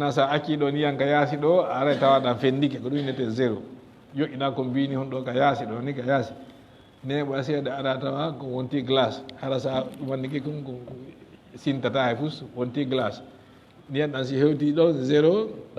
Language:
Fula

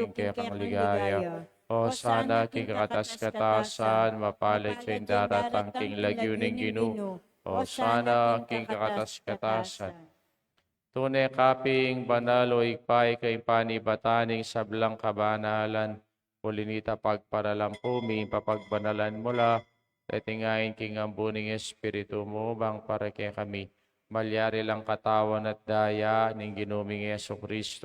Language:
Pampanga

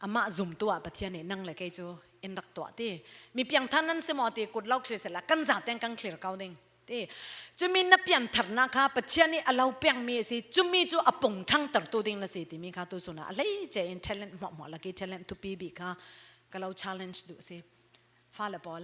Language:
Falam Chin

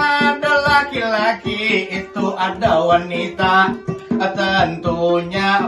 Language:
Banjar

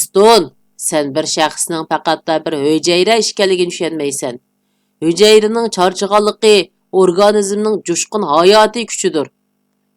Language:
Uyghur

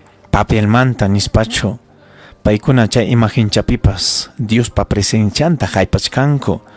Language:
Ayacucho Quechua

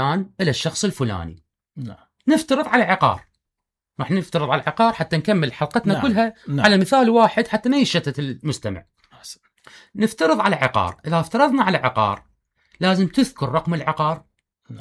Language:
Mesopotamian Arabic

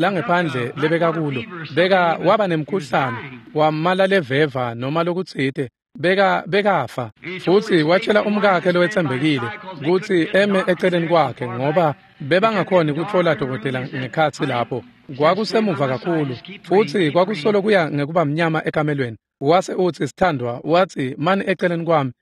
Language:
Swati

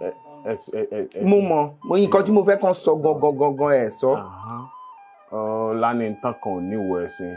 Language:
Yoruba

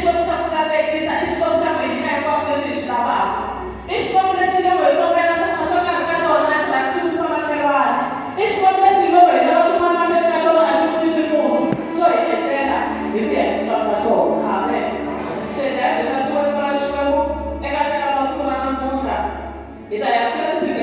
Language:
Tsonga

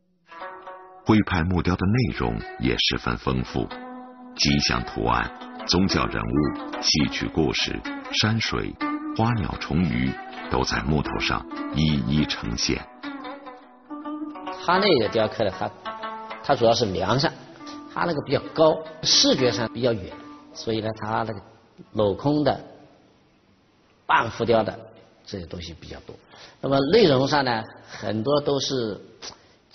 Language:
Chinese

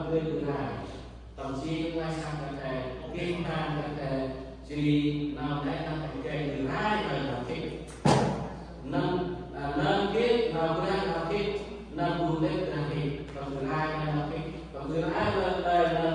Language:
Central Mnong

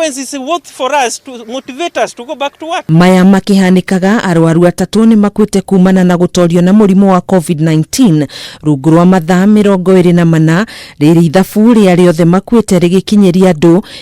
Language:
Kikuyu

